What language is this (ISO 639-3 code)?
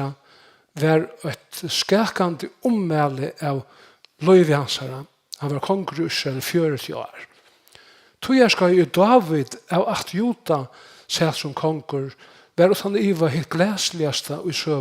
fao